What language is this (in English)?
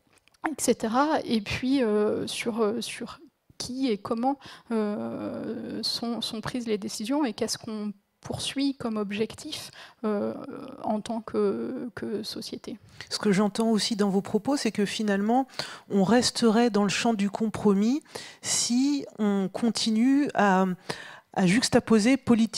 French